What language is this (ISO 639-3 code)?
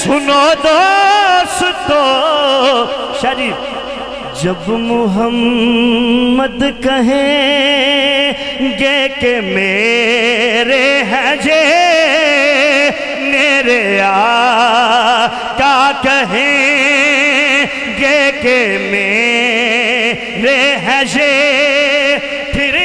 urd